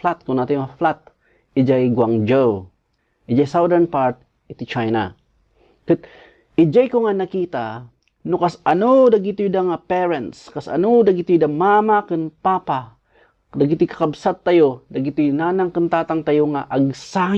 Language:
Iloko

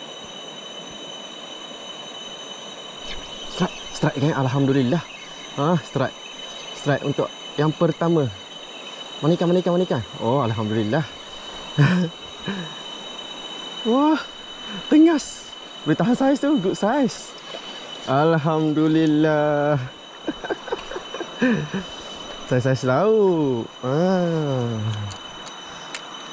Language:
Malay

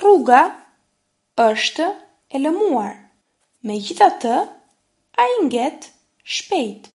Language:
Albanian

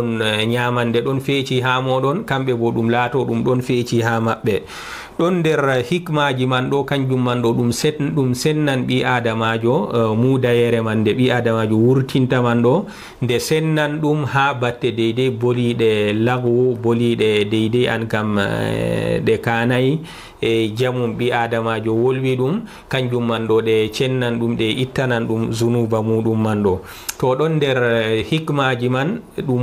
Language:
Fula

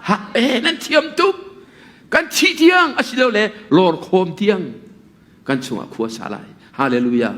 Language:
Hakha Chin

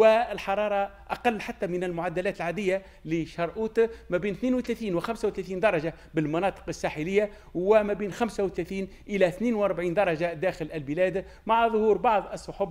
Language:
Tunisian Arabic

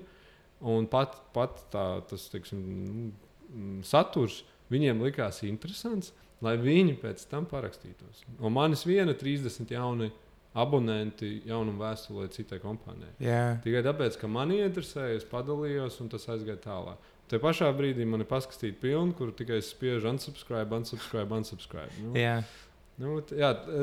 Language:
Latvian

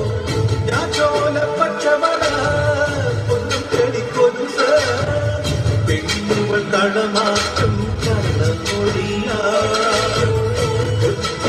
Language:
Malayalam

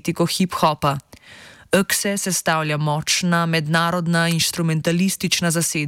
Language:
Slovenian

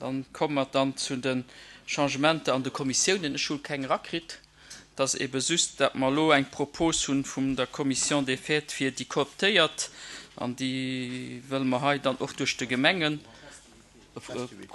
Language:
Luxembourgish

